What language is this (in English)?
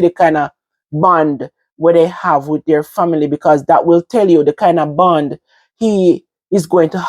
Jamaican Creole English